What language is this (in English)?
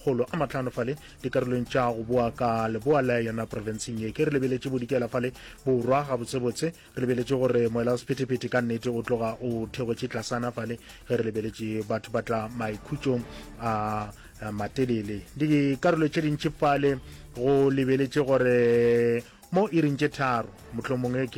Northern Sotho